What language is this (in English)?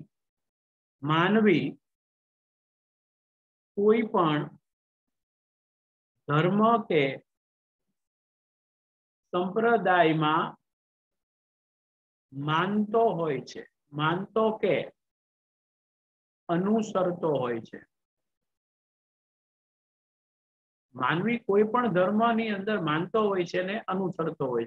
Gujarati